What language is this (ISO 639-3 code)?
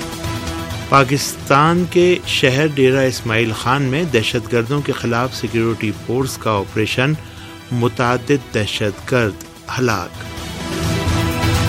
urd